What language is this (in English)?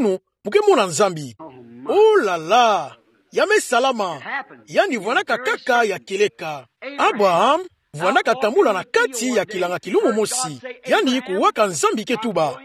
Kituba (Democratic Republic of Congo)